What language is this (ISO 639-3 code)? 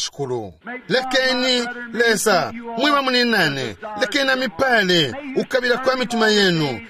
bem